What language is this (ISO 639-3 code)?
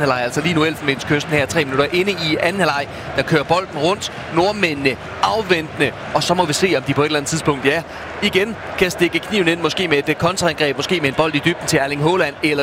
dan